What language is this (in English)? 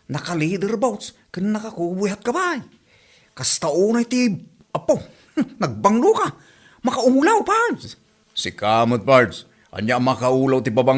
Iloko